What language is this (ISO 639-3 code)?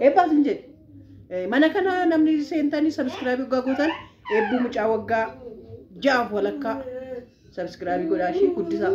orm